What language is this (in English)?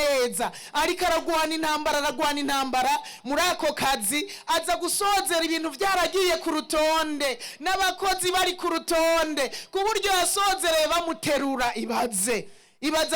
Rundi